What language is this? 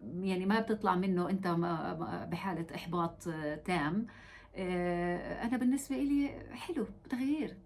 North Levantine Arabic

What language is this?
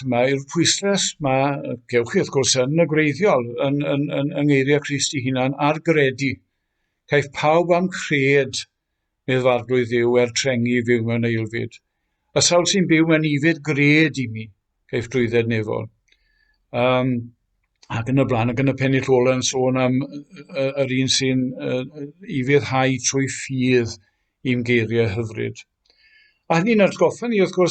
Welsh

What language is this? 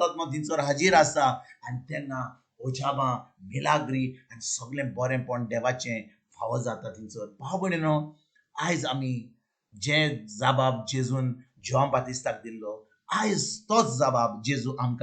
Konkani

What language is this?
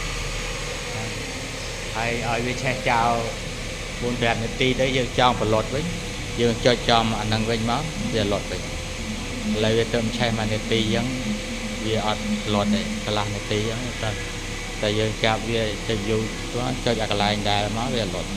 Khmer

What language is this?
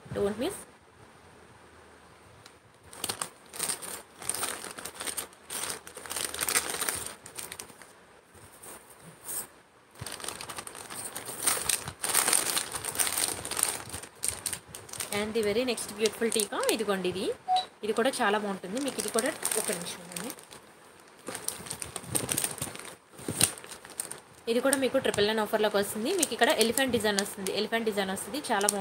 Telugu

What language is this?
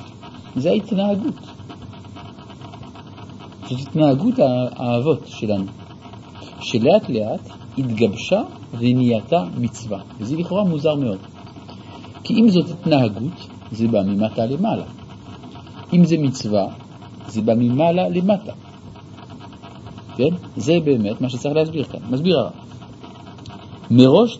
Hebrew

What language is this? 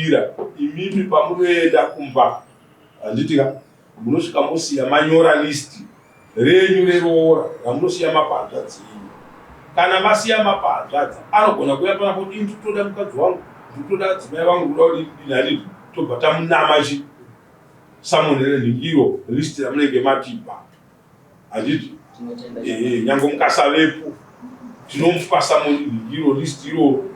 Shona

